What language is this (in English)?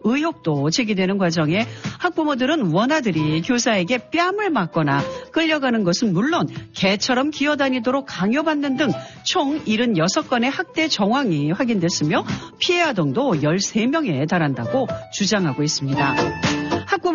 Korean